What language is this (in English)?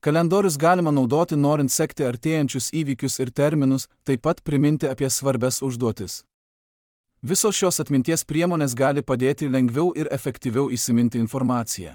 Lithuanian